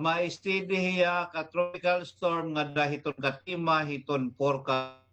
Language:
Waray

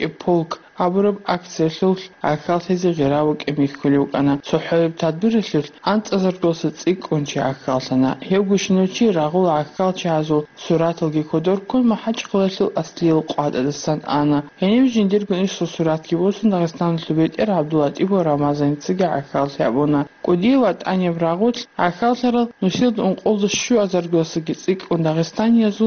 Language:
Avaric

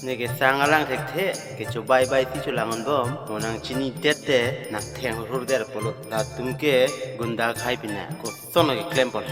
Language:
Karbi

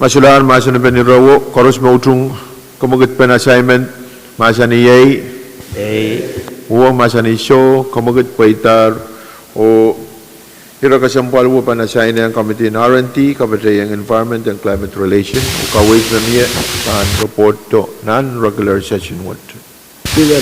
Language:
Pohnpeian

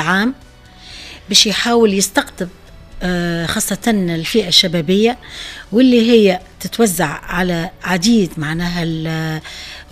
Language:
Tunisian Arabic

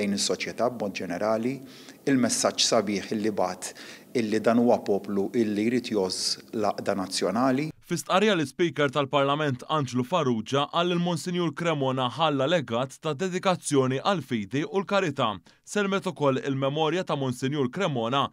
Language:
Maltese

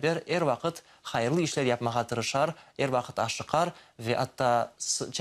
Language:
Crimean Tatar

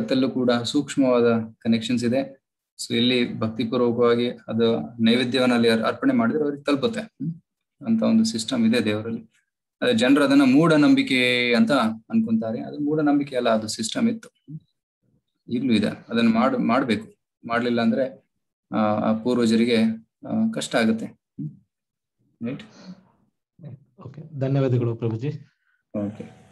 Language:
Kannada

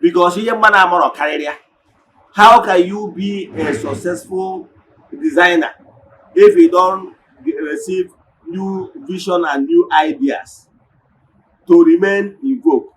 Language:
Igbo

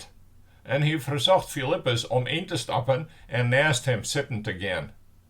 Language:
Western Frisian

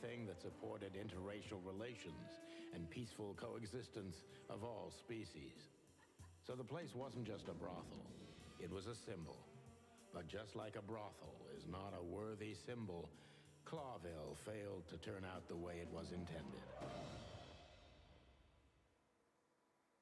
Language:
English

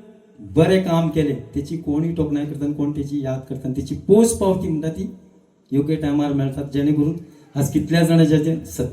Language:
Konkani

